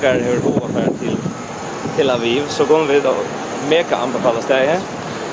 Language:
Faroese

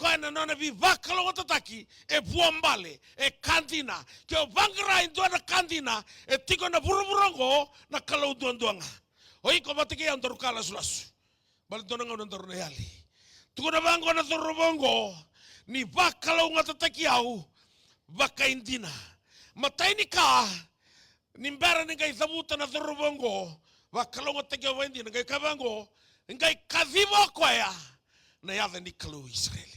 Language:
Fijian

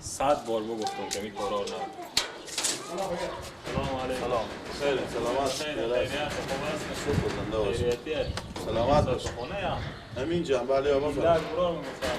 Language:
Persian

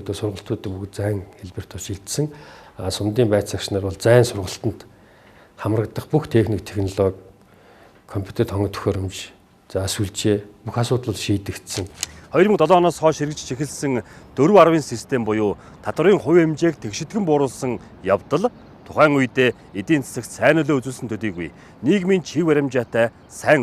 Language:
Mongolian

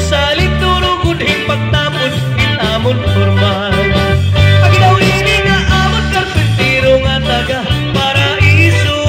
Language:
Waray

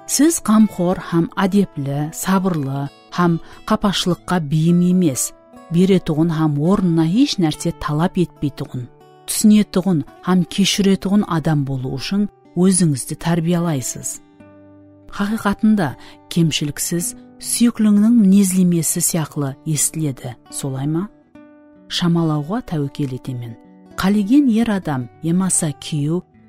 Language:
Kara-Kalpak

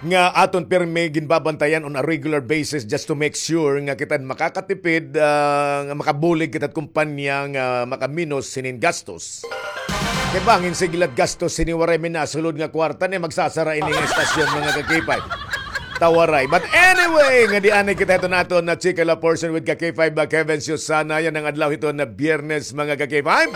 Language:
Waray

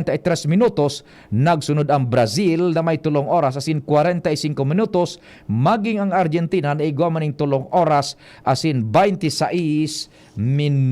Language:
Bikol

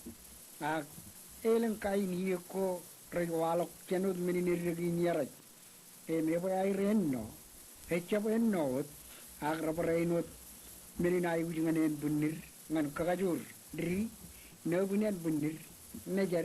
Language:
Marshallese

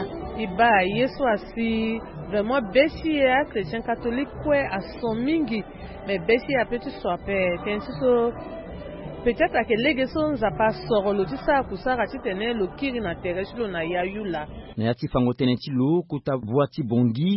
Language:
Sango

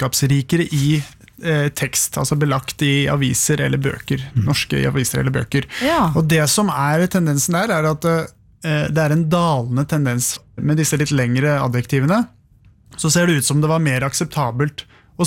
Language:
Norwegian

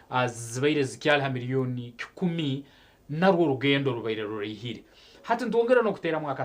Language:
Nyankole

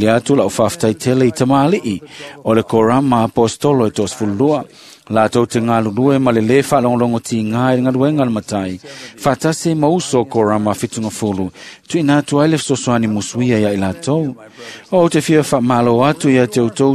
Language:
Samoan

